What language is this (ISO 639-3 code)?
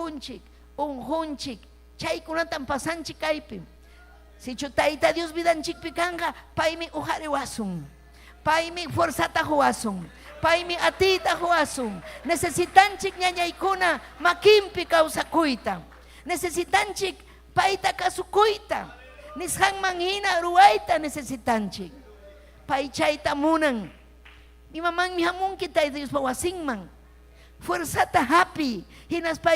quy